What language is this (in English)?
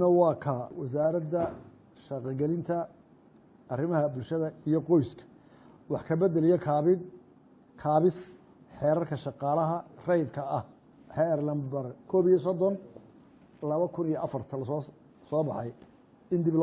Somali